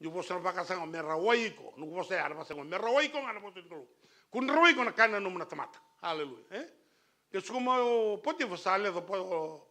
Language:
Fijian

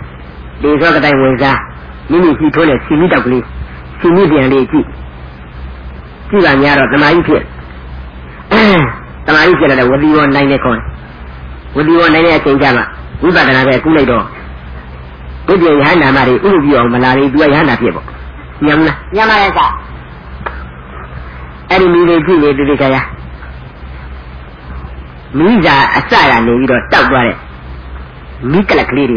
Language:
Burmese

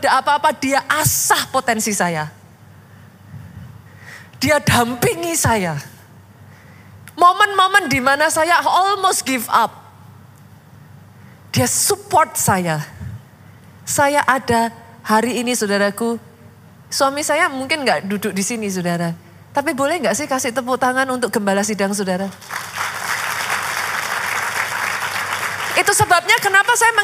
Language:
Indonesian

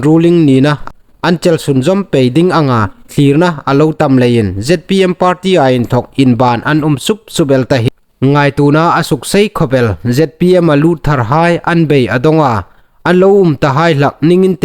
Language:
Hmar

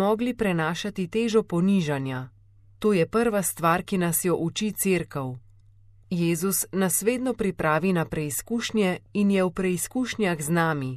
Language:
Slovenian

